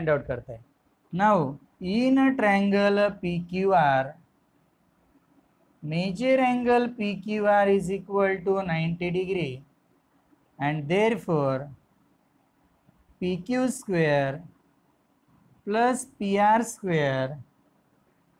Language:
Marathi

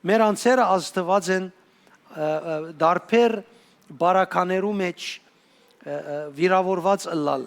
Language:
Western Armenian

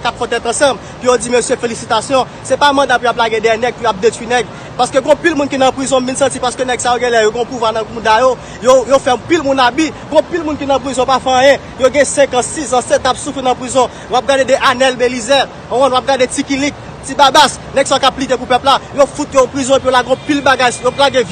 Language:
Haitian Creole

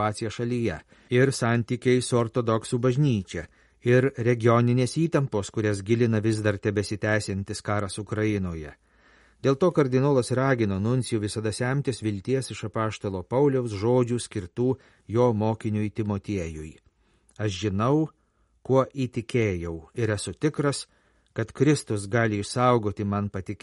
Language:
Lithuanian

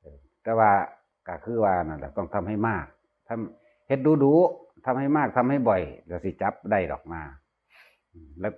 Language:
Northeastern Thai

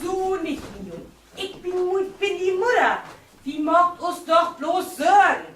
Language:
Low German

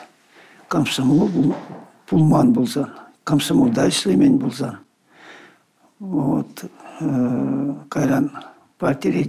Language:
Chuvash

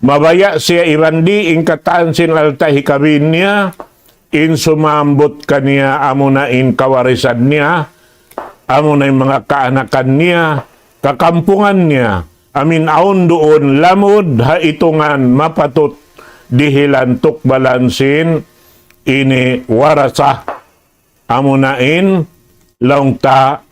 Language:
Tausug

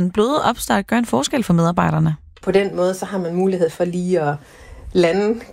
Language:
Danish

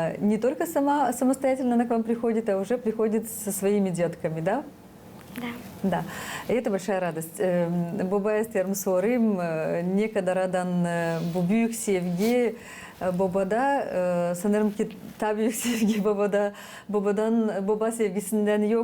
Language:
Gagauz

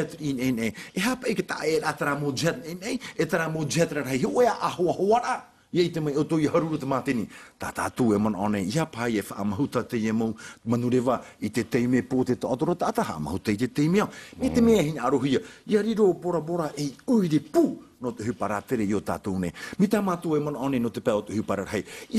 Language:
Tahitian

